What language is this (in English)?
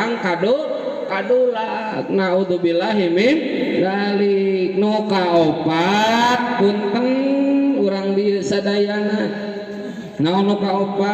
Sundanese